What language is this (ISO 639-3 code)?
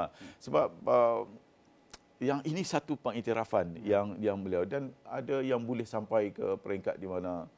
msa